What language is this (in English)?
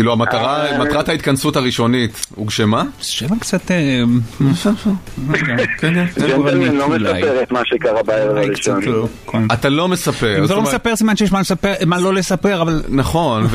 Hebrew